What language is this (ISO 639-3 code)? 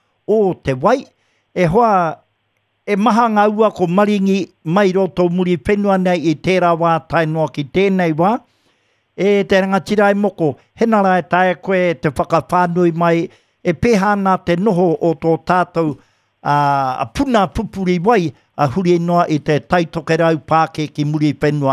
mri